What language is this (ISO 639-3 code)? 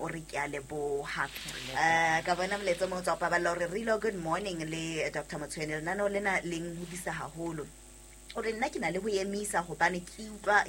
sot